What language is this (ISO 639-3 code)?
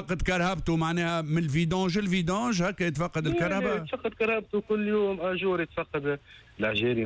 aeb